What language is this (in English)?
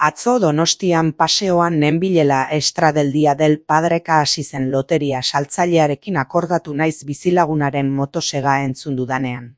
Basque